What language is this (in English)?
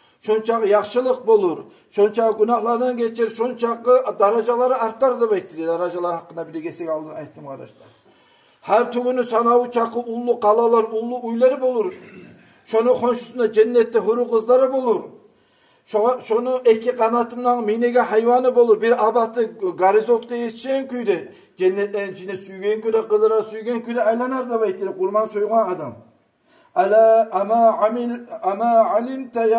Kumyk